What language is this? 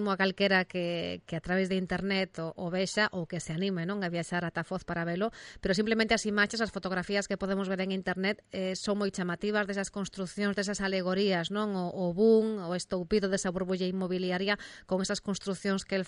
Galician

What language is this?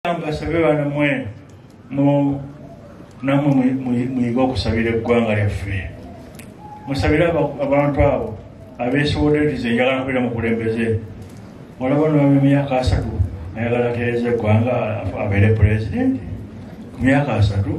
Ganda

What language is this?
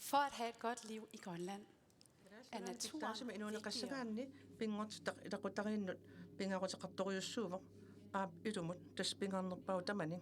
Kalaallisut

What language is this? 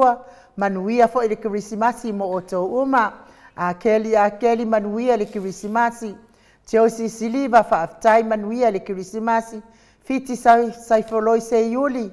Samoan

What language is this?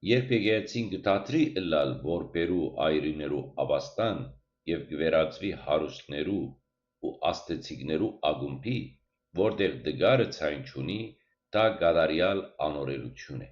Western Armenian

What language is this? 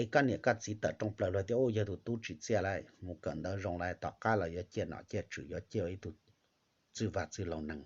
Hmong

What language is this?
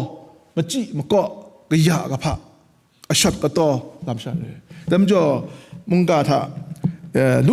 Kachin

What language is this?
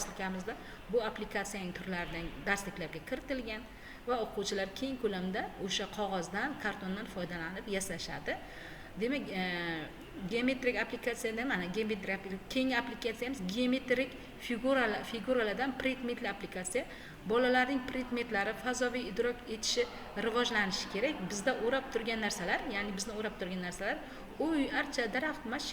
Uzbek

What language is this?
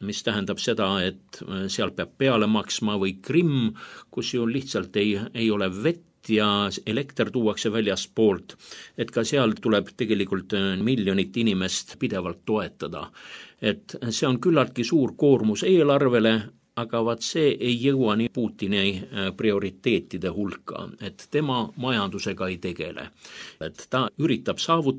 Estonian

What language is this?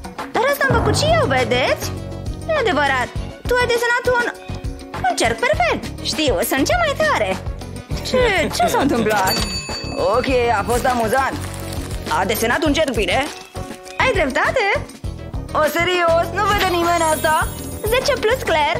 Romanian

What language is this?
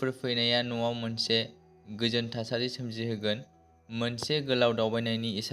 Bodo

